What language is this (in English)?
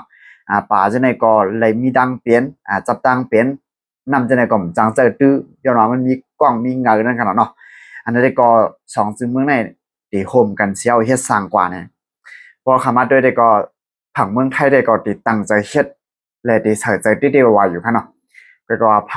Shan